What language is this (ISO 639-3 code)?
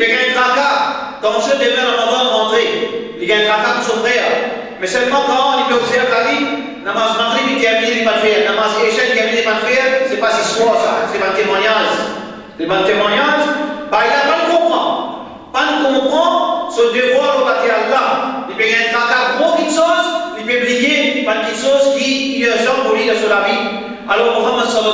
mfe